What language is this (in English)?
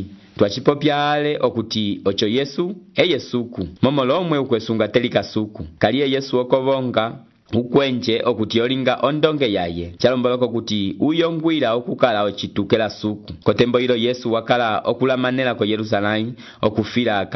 Umbundu